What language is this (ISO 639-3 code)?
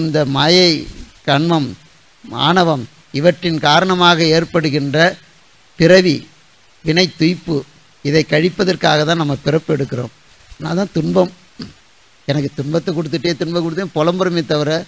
tam